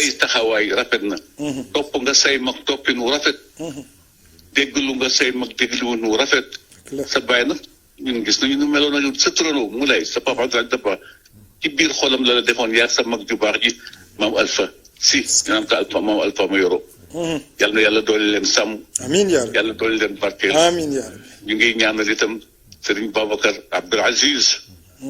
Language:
Wolof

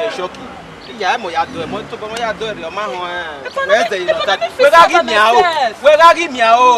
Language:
Bini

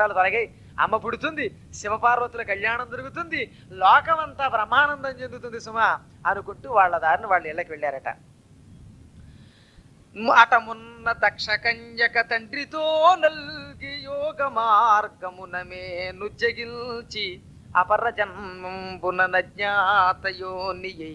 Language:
Telugu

